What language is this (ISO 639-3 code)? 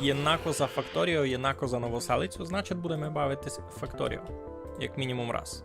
rue